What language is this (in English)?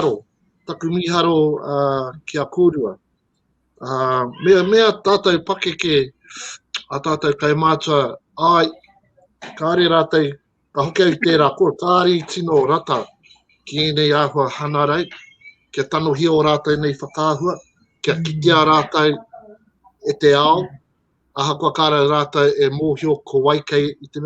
Māori